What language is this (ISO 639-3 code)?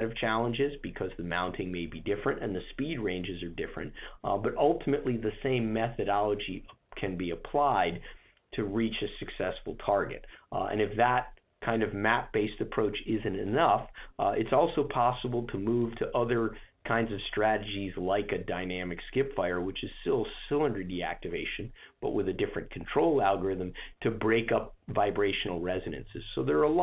eng